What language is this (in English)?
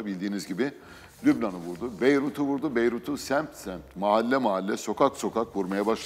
Turkish